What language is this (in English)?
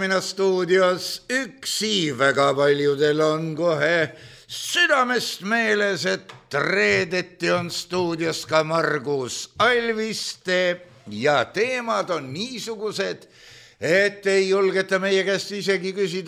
Estonian